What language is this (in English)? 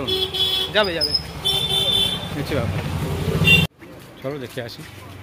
Bangla